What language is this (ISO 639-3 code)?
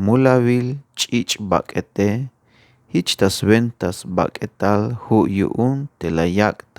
tzh